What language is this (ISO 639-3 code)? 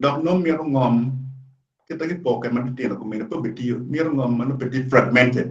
ach